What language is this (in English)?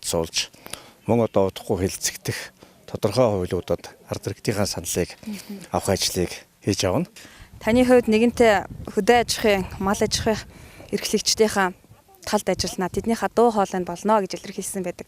Mongolian